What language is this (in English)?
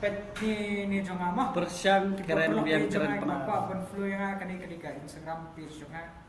Khasi